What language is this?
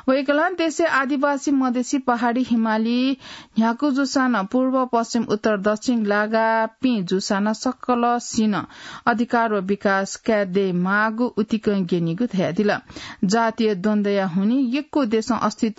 Newari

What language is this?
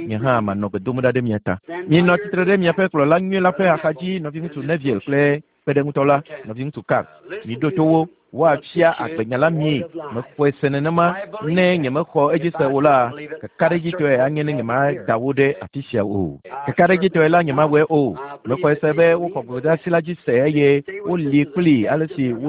Ewe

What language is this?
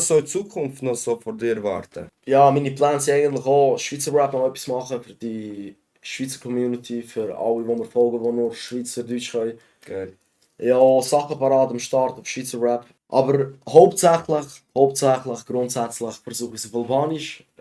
Swiss German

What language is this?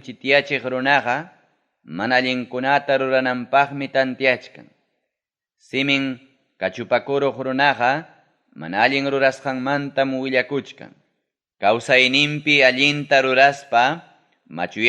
Ayacucho Quechua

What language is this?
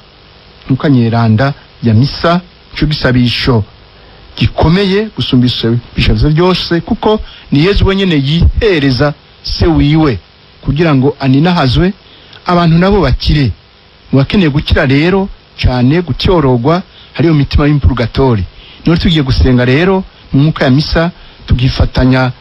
Rundi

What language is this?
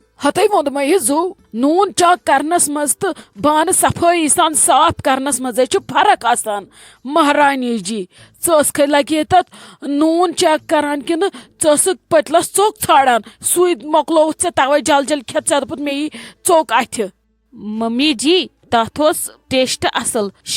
Kashmiri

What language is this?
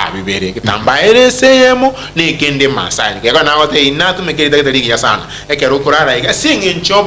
Gusii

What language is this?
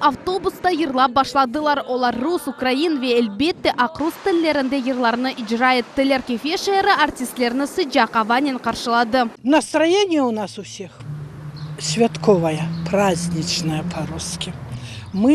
Crimean Tatar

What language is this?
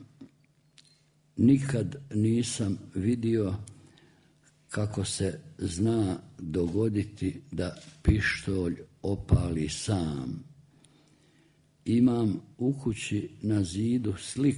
Croatian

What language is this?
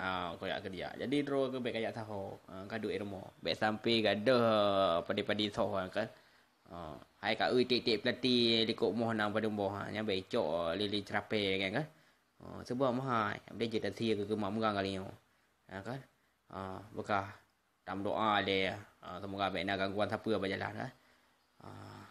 Achinese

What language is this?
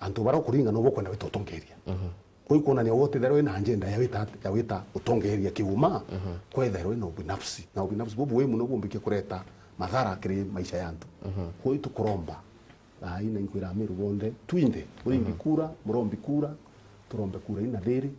Meru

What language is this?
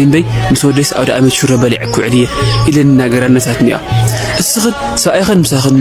Tigrinya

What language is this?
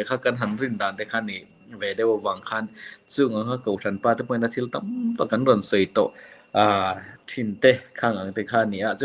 Mizo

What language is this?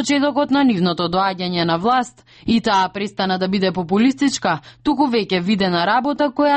Macedonian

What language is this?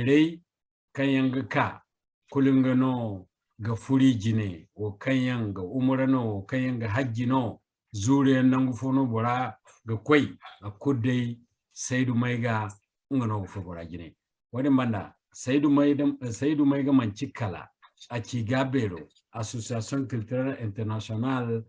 Zarma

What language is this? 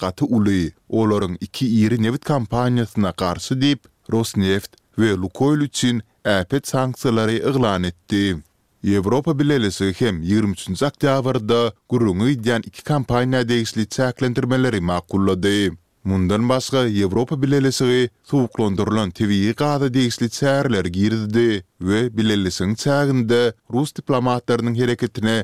Turkmen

